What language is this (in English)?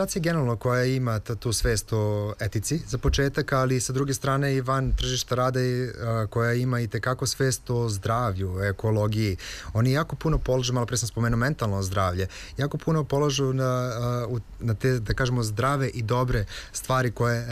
Serbian